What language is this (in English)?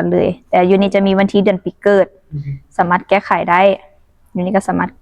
Lao